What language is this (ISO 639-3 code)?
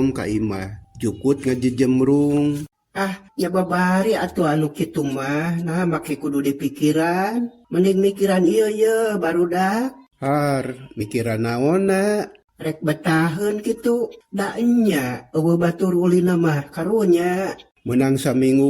sun